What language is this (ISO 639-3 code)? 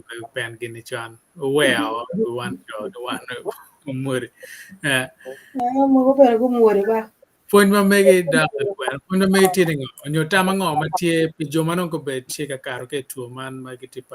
ach